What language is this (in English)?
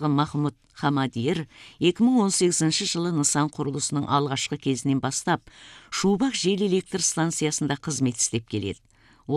Kazakh